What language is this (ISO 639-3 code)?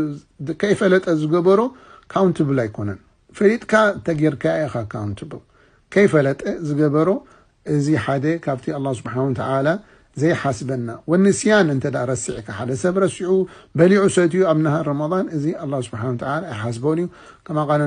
tir